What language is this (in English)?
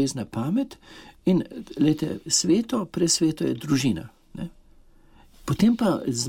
Slovenian